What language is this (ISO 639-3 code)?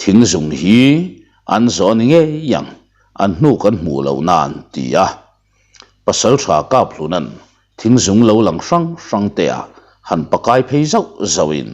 lus